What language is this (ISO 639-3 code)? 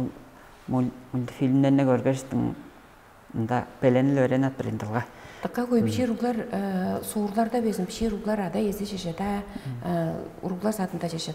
tyv